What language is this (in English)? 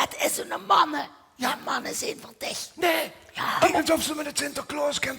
Limburgish